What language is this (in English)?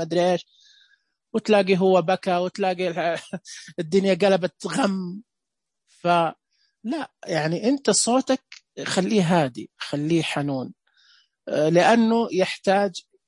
Najdi Arabic